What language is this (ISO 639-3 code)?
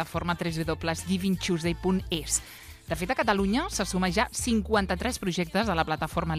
cat